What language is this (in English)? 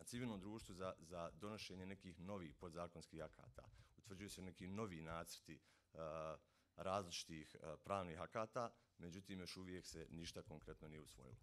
Bosnian